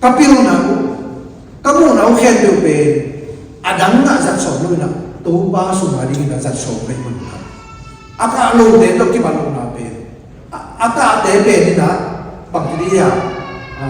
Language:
Tedim Chin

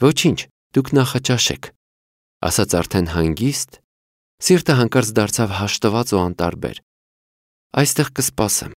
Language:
Armenian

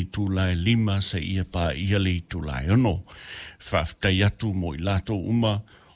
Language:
Samoan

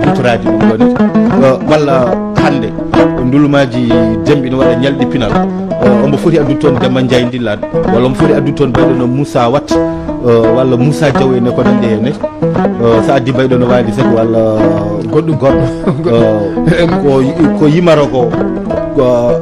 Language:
Fula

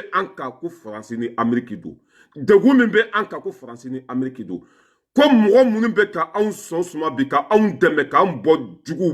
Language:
Bambara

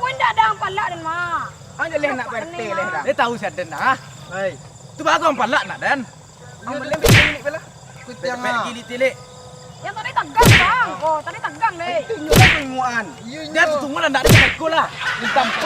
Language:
Minangkabau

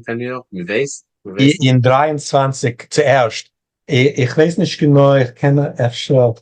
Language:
Yiddish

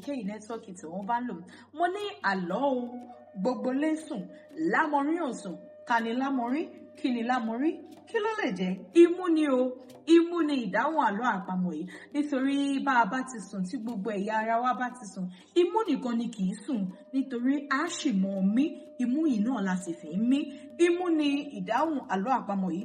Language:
Yoruba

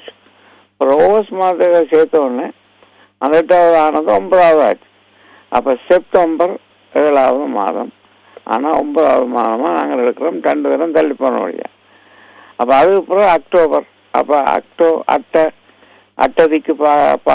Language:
Tamil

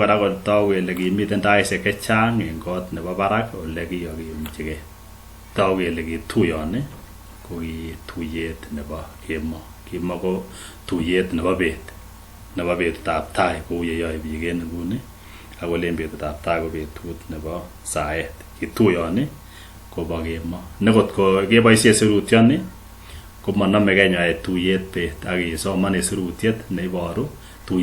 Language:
Kalenjin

